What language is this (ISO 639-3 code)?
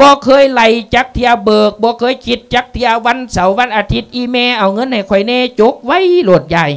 lao